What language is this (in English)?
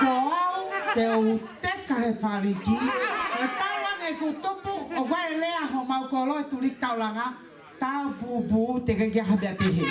Tongan